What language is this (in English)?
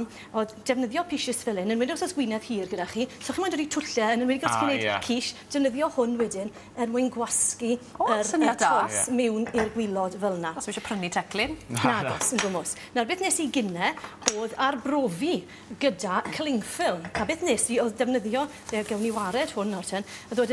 Welsh